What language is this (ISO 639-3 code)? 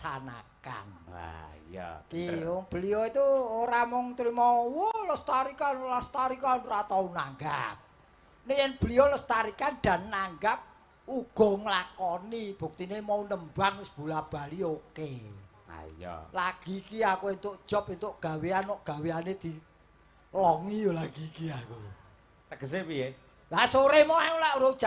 jav